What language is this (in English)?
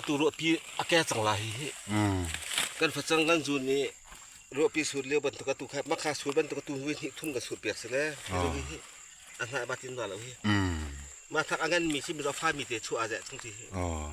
Falam Chin